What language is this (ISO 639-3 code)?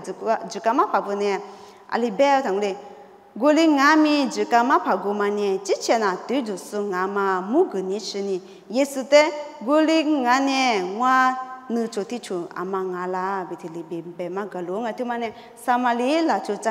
lis